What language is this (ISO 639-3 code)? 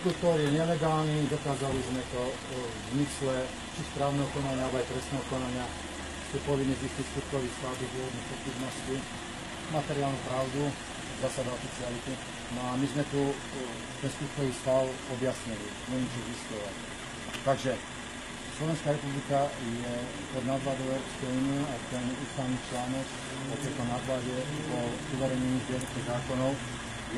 slk